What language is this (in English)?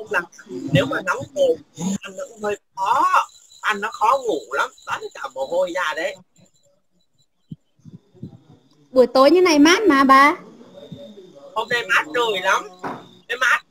Vietnamese